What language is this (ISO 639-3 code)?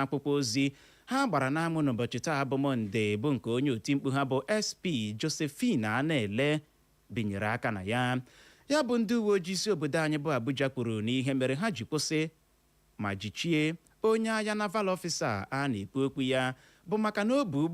ibo